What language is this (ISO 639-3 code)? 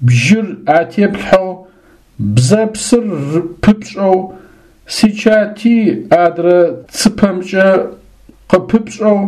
ady